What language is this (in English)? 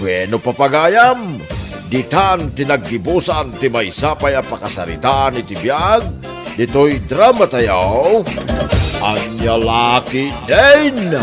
Iloko